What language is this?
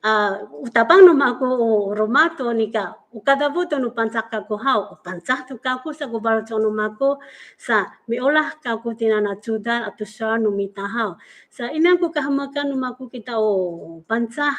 Amis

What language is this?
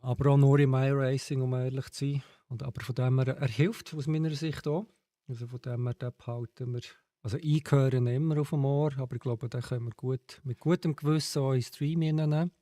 Swiss German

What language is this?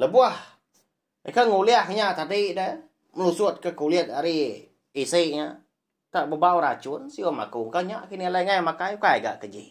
Iban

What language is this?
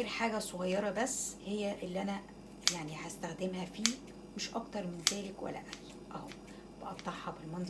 Egyptian Arabic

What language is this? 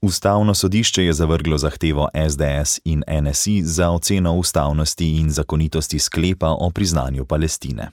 Slovenian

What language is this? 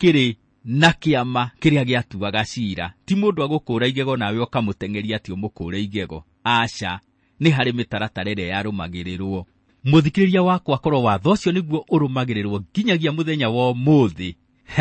Kikuyu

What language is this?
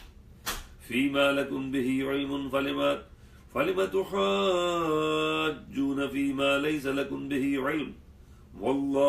Urdu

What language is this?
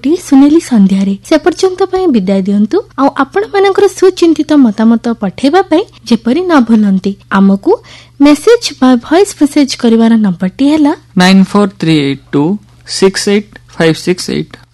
Odia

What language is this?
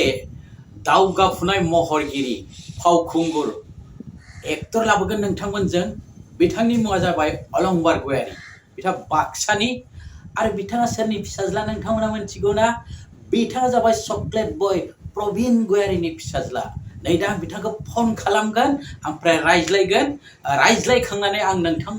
Bodo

